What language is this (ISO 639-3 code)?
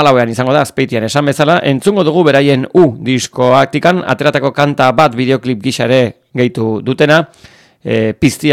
eus